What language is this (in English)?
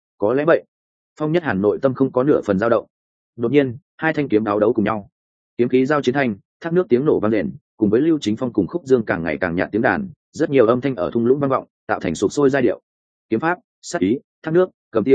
Vietnamese